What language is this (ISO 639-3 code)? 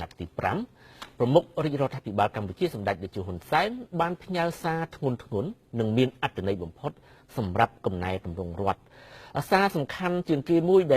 khm